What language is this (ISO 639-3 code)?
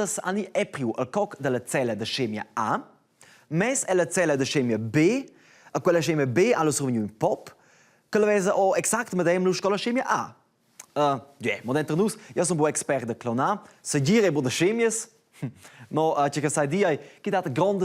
roh